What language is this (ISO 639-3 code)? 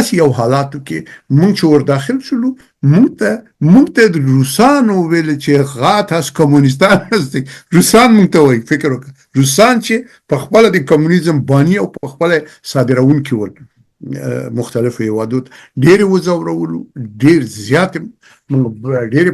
pus